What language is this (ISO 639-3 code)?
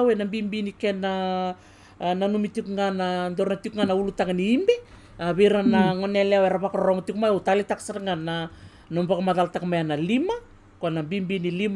fij